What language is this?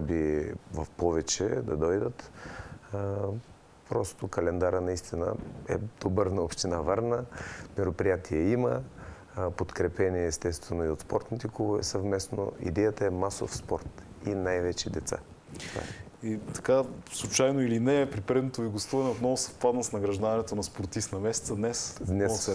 Bulgarian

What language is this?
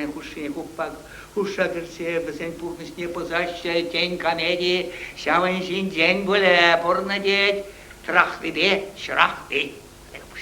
Chuvash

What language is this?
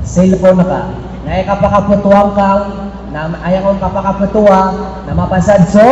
Maranao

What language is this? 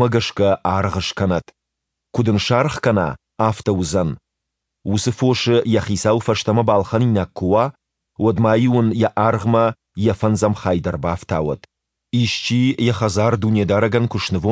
Ossetic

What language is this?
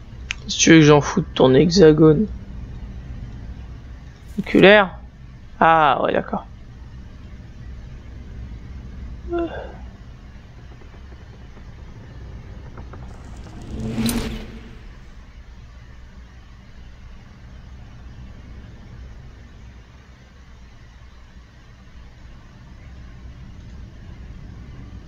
French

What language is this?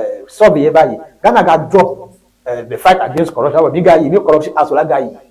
Ewe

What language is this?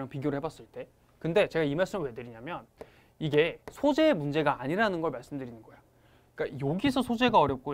Korean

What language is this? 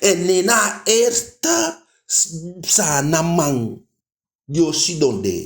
Eastern Maroon Creole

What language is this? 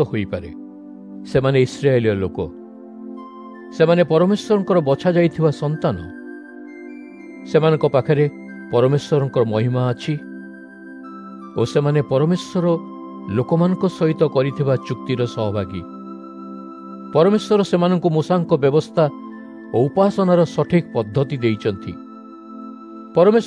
Odia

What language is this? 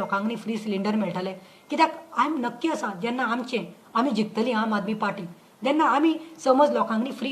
Konkani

